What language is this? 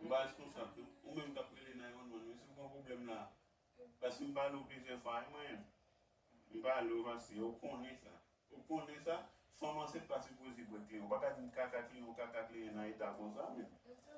Haitian Creole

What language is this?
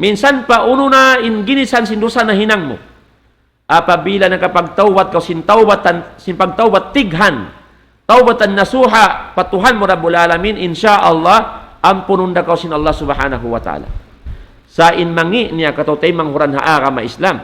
Tausug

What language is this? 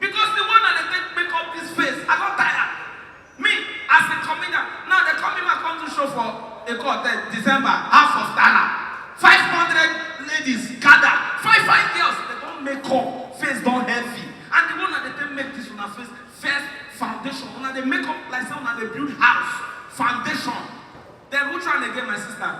Nigerian Pidgin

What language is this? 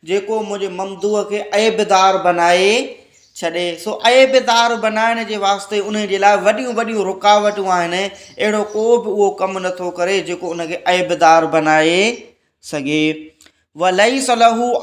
Sindhi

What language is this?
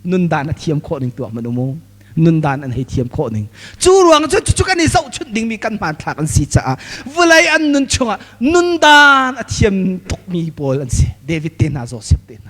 Hakha Chin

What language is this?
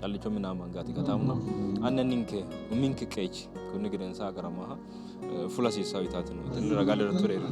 Sidamo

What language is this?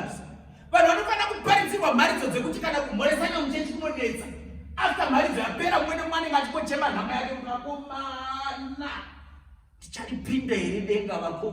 Shona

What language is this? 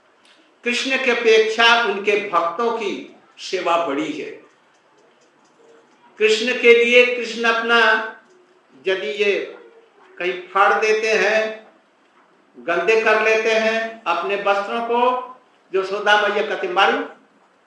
Hindi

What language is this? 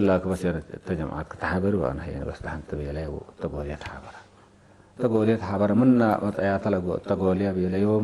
Tigre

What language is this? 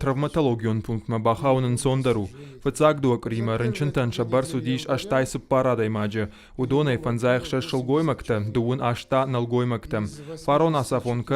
Ossetic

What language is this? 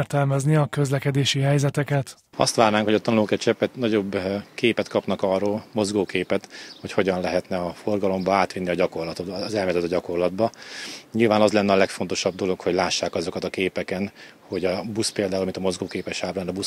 Hungarian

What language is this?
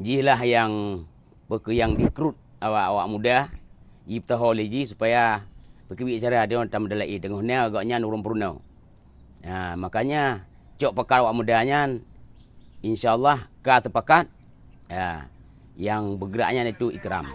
Achinese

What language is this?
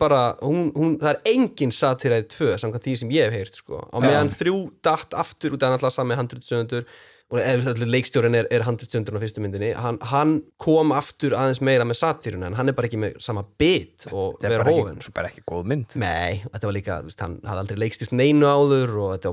Icelandic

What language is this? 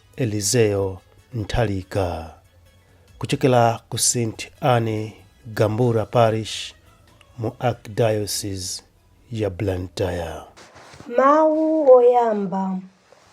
Nyanja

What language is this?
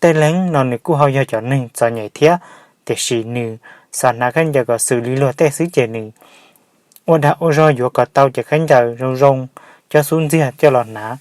Hmong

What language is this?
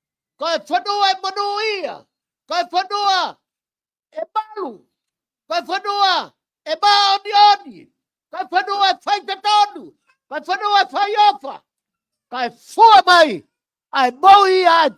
Tongan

